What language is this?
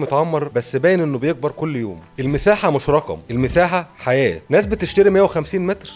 Egyptian Arabic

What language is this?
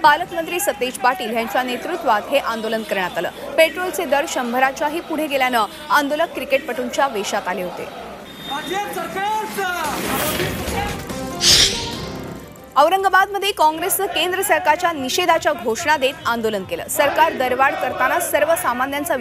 Marathi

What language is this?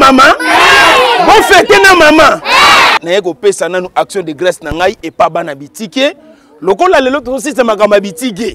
Lingala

